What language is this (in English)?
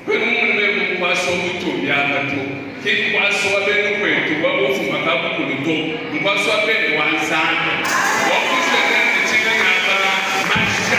Luba-Lulua